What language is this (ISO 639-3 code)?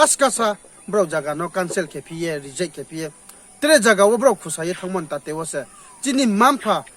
ria